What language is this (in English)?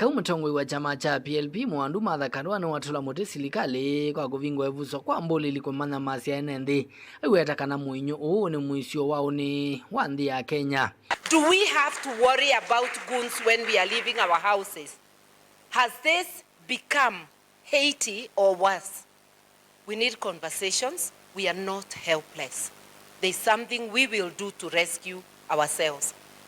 Kamba